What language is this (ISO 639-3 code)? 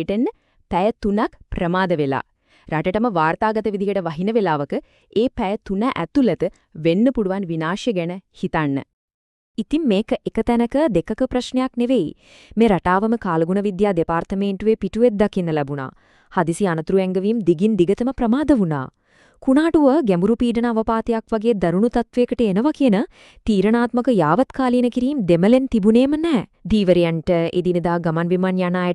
sin